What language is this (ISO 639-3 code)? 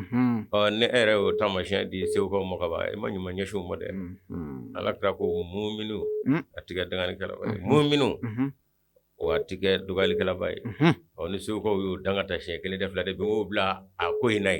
bam